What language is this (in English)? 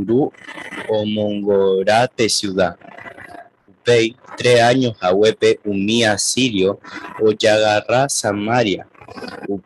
Guarani